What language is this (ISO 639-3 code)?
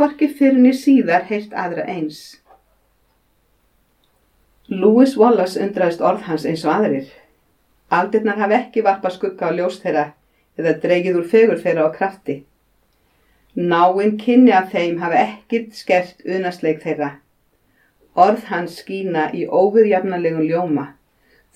isl